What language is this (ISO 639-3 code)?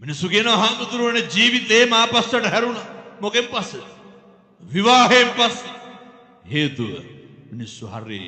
sin